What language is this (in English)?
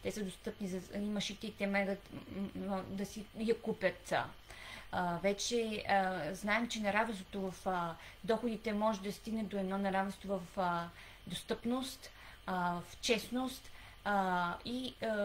Bulgarian